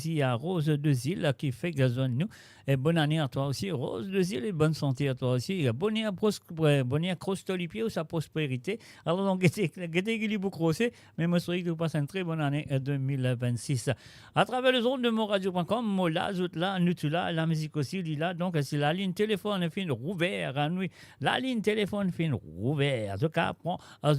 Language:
Morisyen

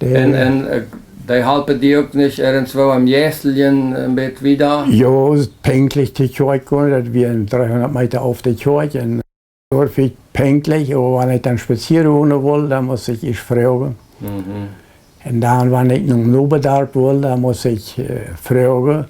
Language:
Plautdietsch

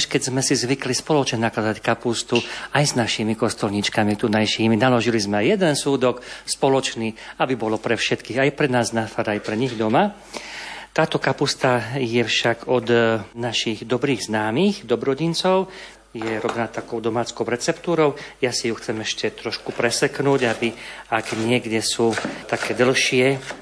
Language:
Slovak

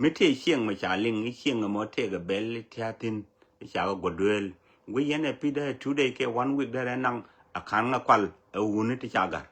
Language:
Nuer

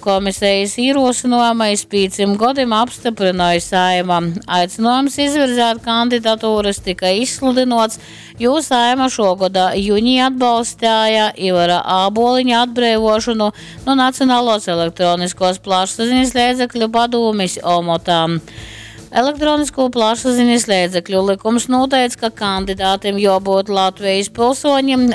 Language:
Latgalian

